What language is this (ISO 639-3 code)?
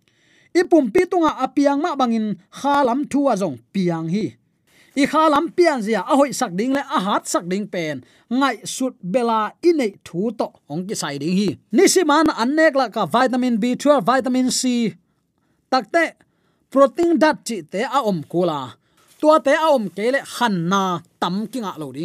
ctd